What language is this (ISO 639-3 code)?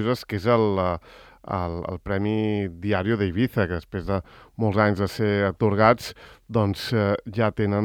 cat